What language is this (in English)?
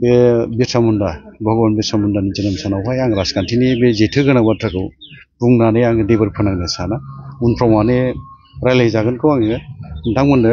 Bodo